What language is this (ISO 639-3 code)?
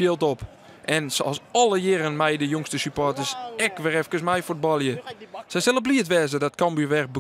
fry